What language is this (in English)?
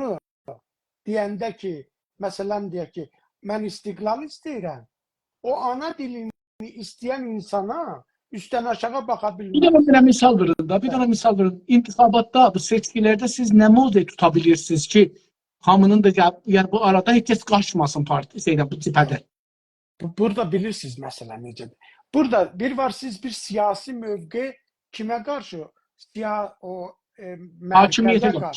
South Azerbaijani